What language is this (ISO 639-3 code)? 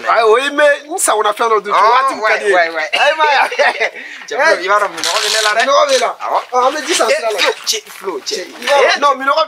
bam